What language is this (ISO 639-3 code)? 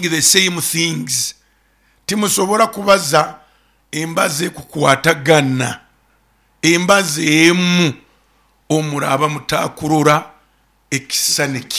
nyo